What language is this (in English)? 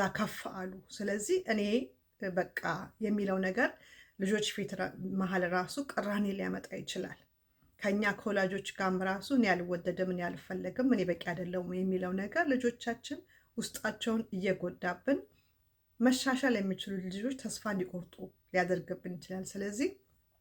Amharic